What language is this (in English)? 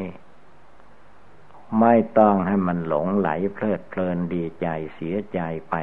Thai